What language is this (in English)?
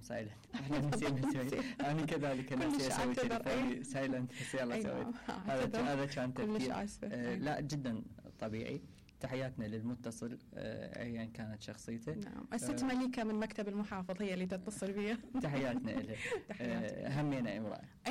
Mesopotamian Arabic